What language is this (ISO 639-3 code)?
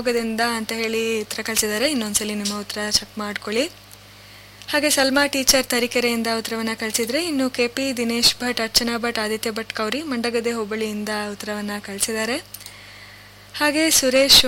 kan